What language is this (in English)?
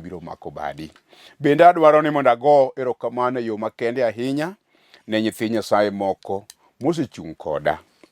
Luo (Kenya and Tanzania)